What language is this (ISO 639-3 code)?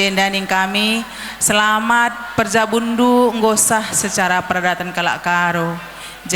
btx